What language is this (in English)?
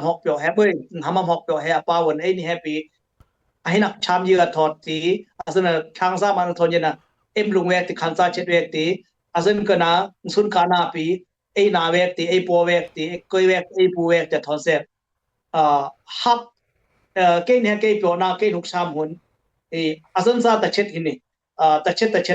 Dimasa